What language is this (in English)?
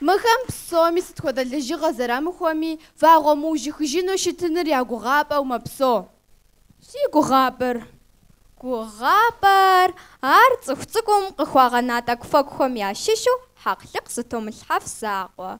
Kabardian